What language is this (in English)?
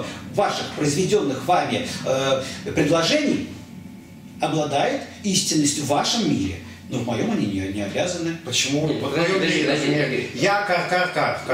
Russian